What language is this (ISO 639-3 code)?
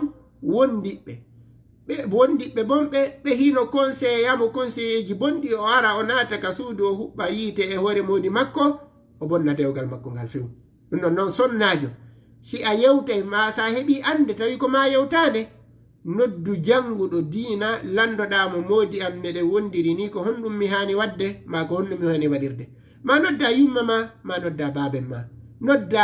ful